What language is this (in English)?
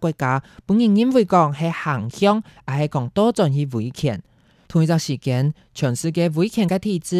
Hakka Chinese